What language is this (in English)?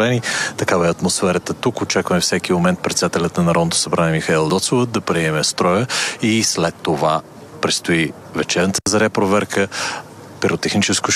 Bulgarian